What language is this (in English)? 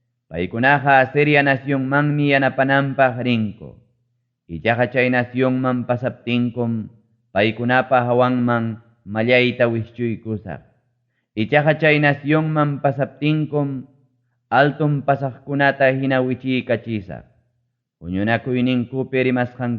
Ayacucho Quechua